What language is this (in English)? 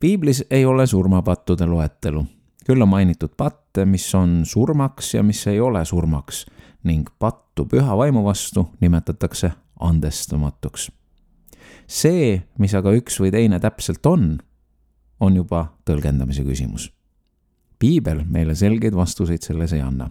Estonian